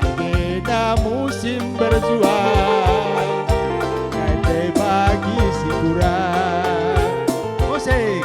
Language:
Batak Karo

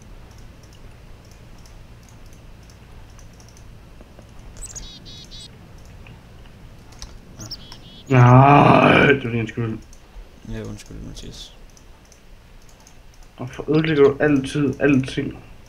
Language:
Danish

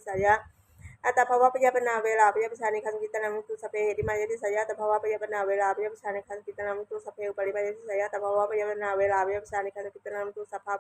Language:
Pali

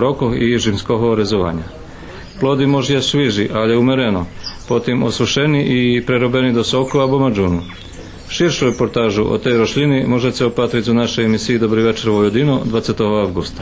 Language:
Rusyn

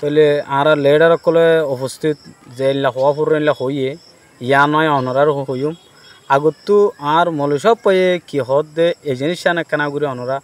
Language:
Rohingya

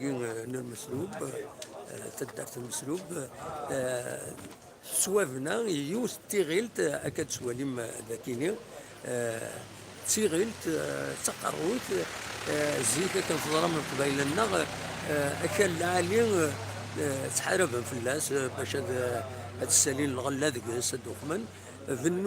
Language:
Kabyle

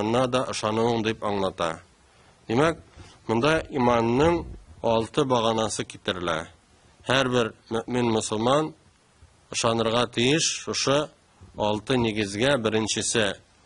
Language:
Tatar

